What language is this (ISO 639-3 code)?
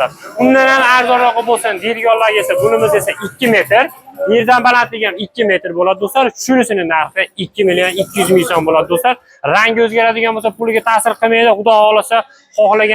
uzb